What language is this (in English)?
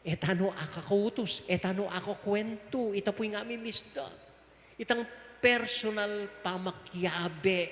Pampanga